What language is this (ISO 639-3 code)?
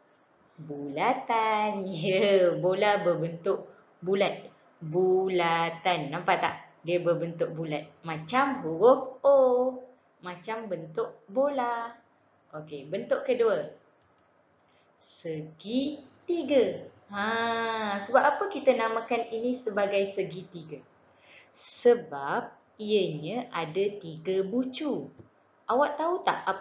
msa